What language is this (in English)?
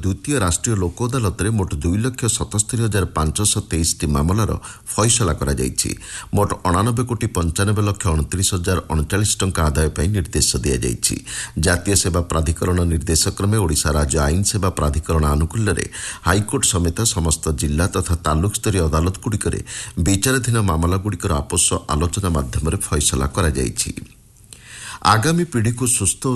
Odia